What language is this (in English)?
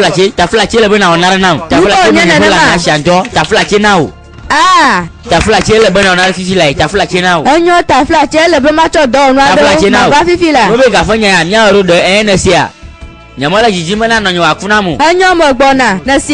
Gen